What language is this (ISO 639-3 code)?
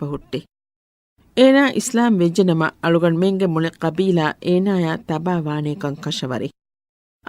div